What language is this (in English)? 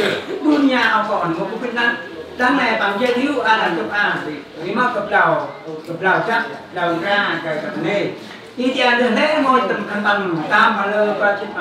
Central Mnong